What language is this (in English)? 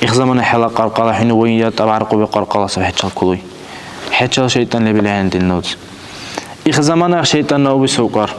Dargwa